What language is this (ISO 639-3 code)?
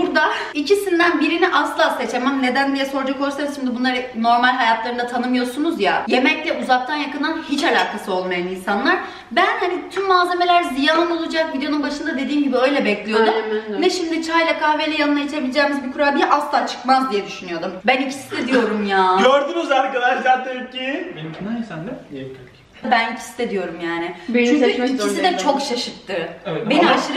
tur